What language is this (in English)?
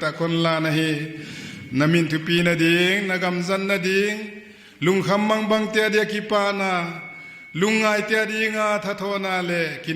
Paite Chin